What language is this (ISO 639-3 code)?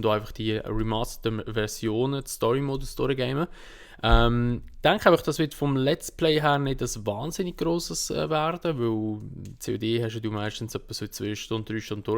gsw